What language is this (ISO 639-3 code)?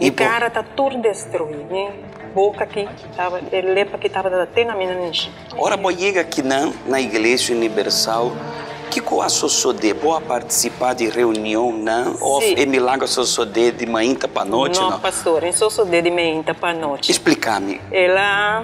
pap